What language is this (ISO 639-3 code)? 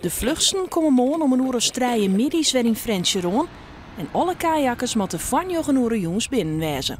fry